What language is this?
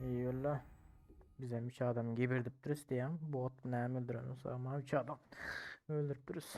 Turkmen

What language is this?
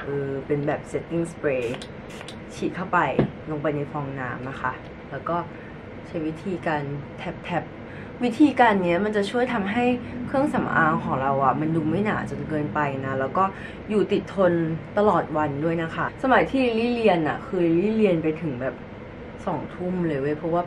Thai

